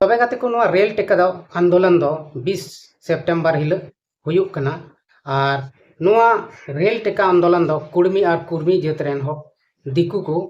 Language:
Santali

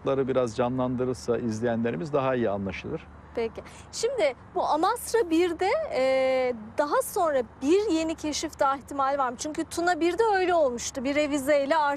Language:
Turkish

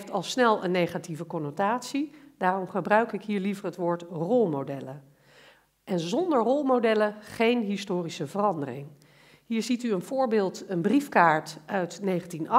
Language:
Dutch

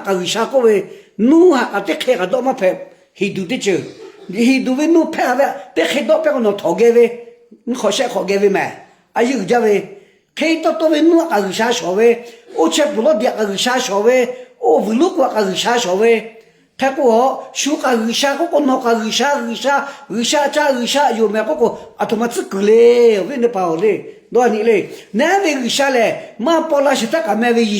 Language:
Lahu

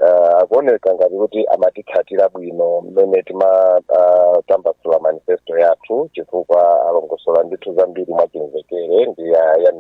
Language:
Nyanja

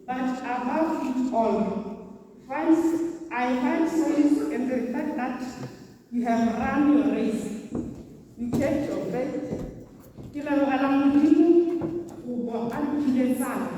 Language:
Tswana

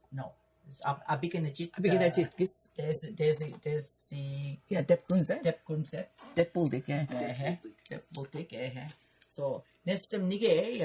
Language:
Mi'kmaw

